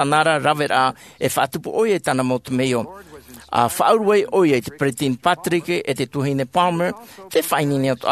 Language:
Tahitian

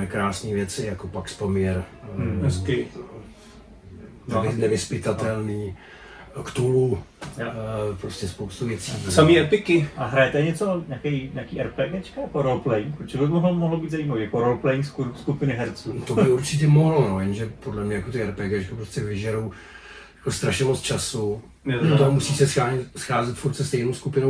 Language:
Czech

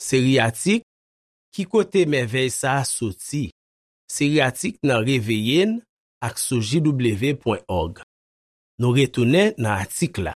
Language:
Haitian Creole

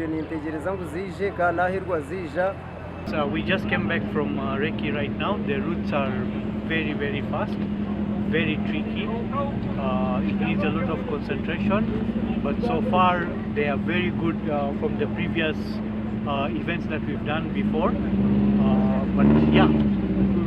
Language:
Nyankole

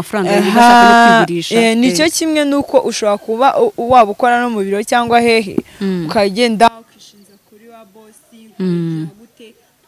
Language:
Kinyarwanda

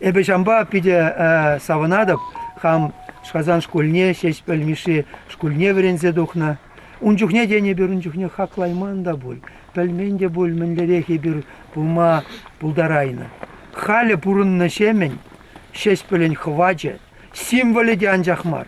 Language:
Chuvash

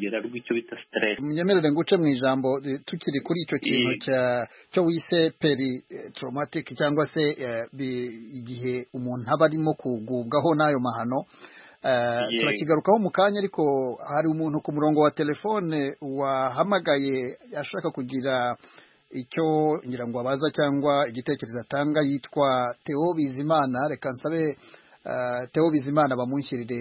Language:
Kinyarwanda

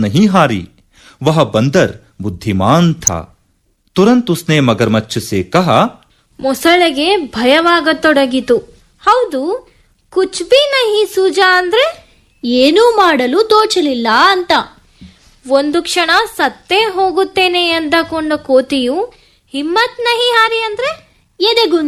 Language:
Kannada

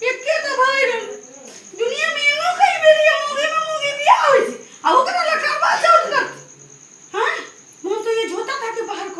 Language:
Maithili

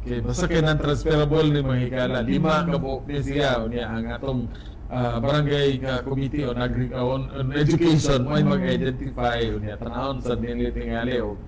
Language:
Cebuano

